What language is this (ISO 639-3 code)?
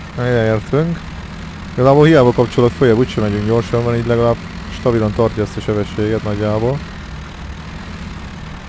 hun